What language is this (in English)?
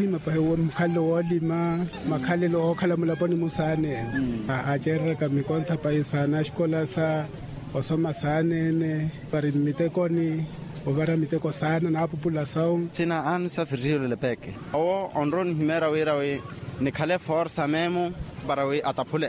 Makhuwa